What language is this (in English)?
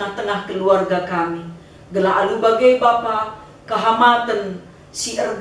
Batak Karo